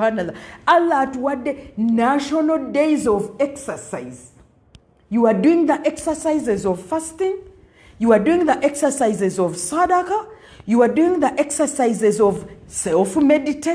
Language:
Ganda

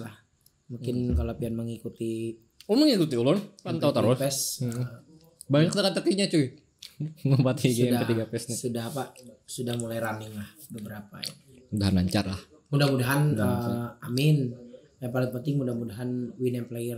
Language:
Banjar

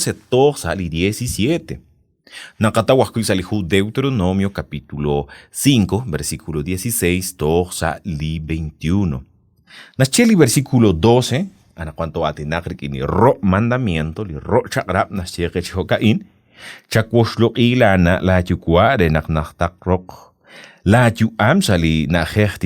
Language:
Kekchí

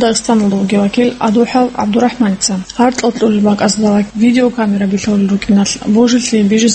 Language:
Avaric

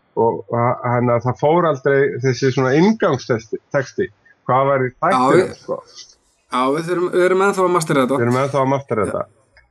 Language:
Icelandic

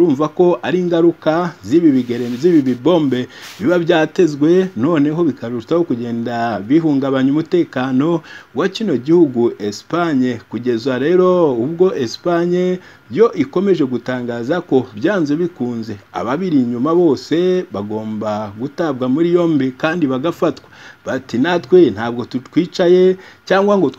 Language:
Kinyarwanda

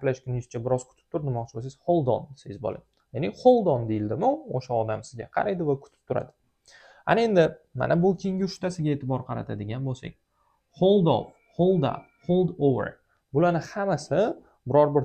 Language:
Uzbek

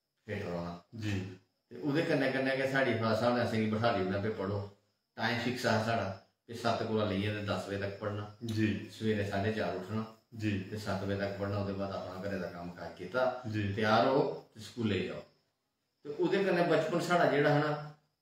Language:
Dogri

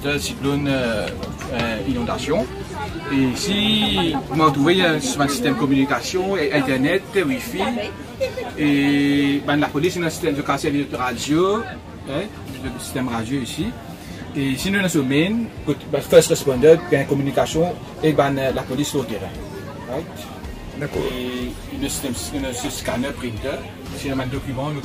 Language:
Morisyen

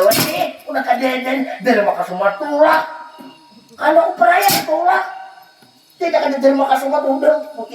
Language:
Banjar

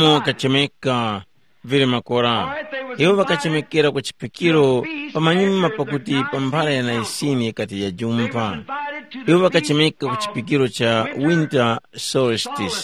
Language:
Tumbuka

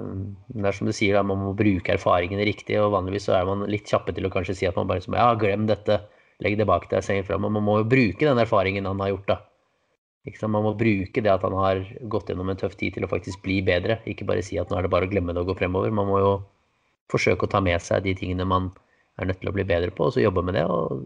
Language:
Norwegian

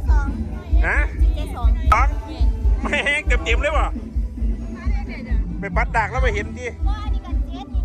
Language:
Northeastern Thai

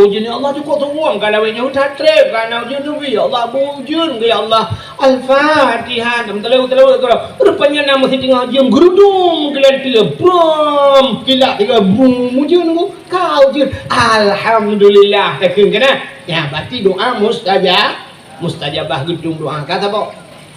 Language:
Achinese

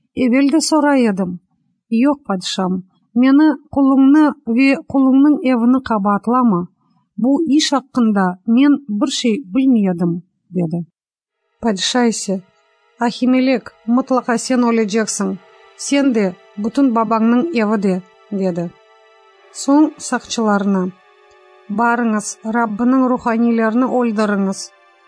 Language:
Crimean Tatar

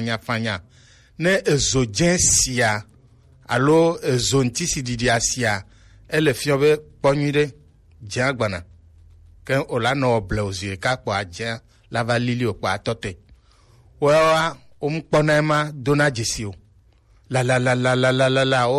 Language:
Gen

